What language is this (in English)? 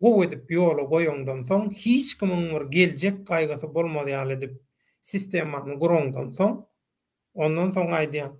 Turkmen